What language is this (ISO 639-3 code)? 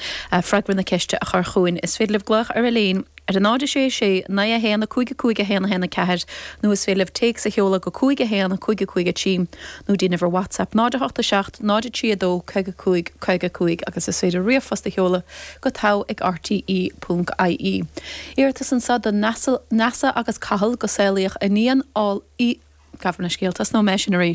gle